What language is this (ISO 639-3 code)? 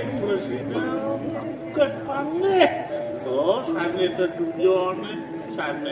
ban